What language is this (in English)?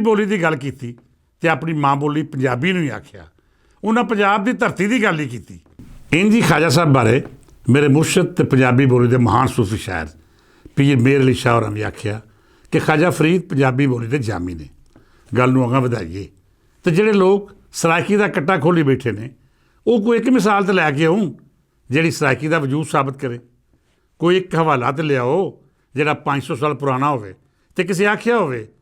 Western Panjabi